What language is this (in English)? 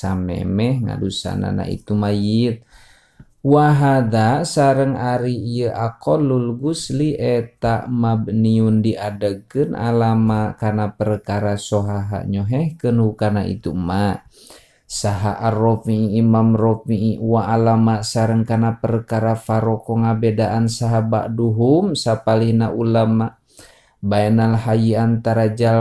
Sundanese